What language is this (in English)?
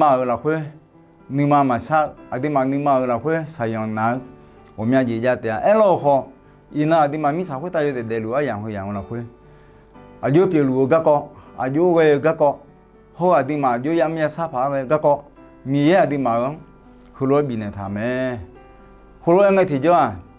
Akha